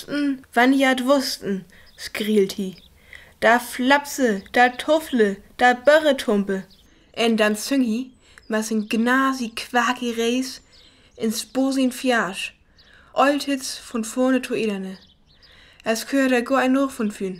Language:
Northern Frisian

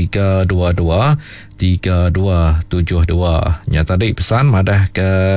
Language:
Iban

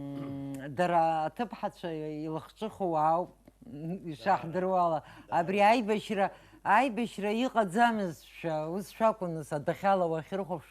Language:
Abkhazian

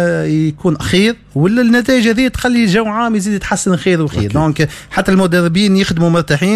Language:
Tunisian Arabic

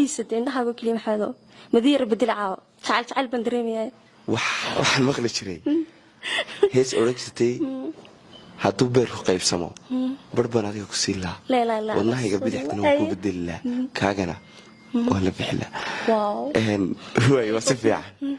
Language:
Somali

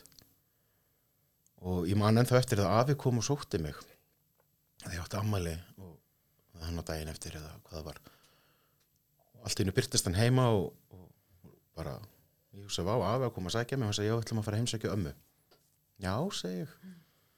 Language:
Icelandic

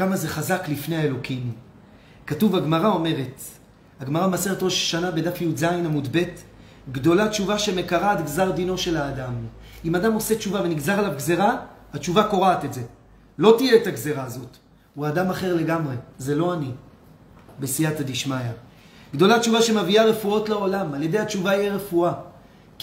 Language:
Hebrew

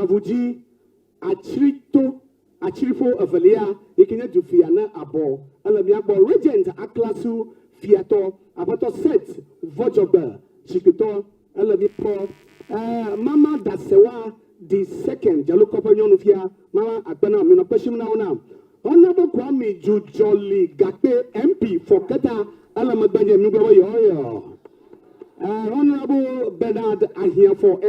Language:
Ewe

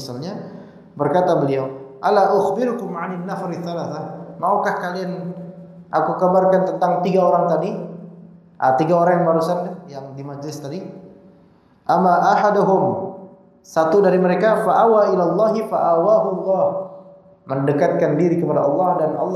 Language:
Indonesian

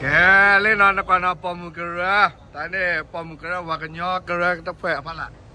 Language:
S'gaw Karen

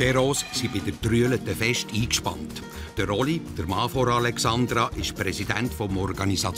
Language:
Swiss German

